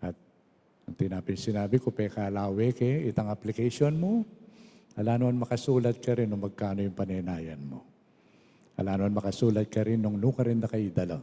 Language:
Pampanga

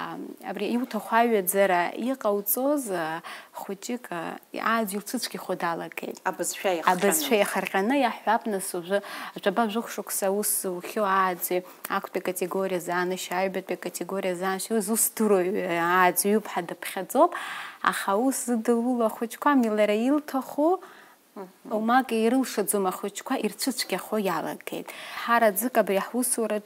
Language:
Abkhazian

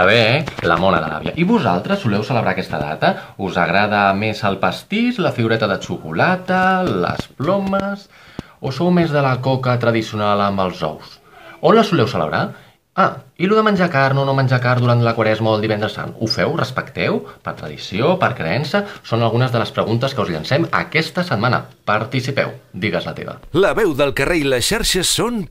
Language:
Catalan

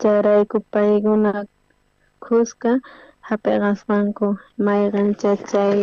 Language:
South Bolivian Quechua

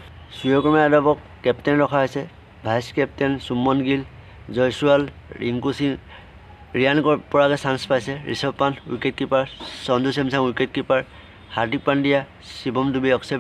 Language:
Assamese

